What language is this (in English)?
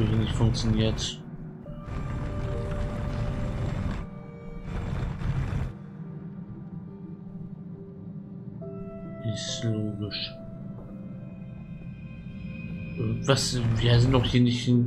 German